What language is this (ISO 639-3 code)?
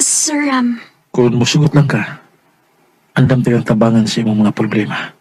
ceb